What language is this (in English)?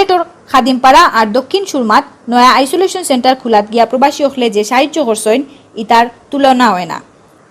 Sylheti